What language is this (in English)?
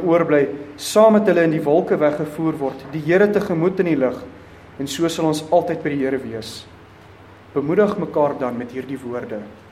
Afrikaans